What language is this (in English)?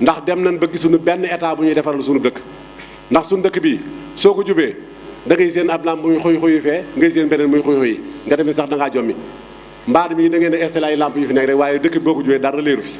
Wolof